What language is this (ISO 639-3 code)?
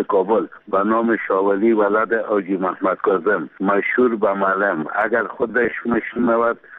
fas